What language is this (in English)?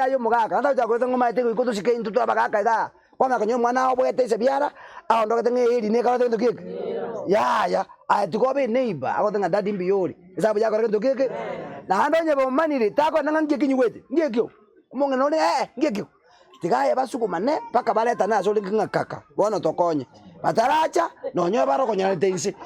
Gusii